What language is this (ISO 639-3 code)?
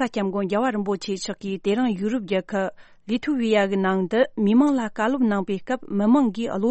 bod